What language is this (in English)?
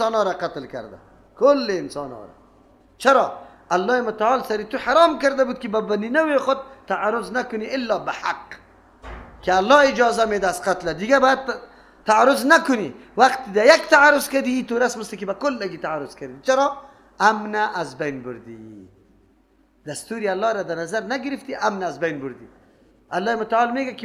Persian